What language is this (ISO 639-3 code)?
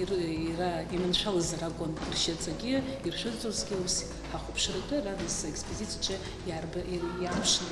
abk